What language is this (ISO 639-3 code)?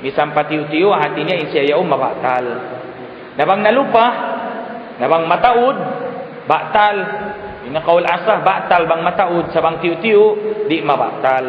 tsg